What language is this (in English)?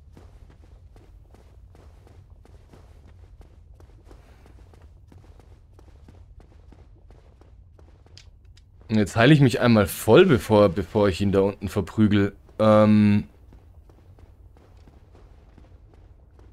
German